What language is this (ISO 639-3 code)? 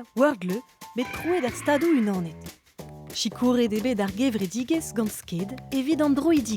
bre